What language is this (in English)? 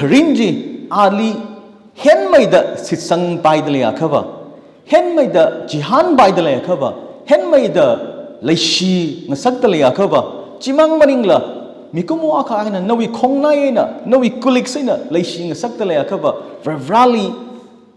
Tangkhul Naga (India)